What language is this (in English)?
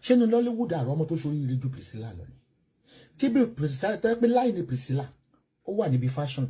Yoruba